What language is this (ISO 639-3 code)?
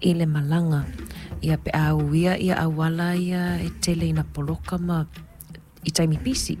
smo